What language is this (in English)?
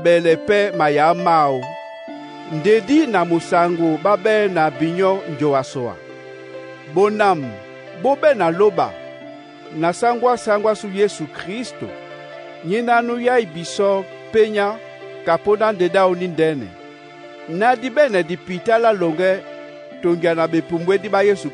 Duala